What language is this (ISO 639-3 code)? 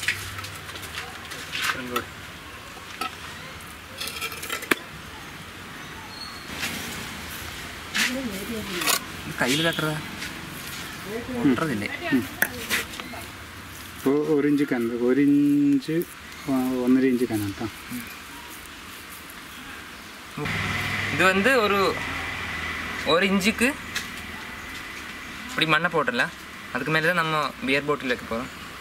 tam